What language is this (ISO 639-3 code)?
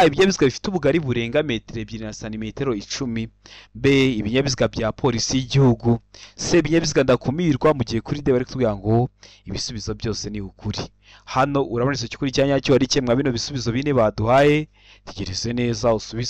kin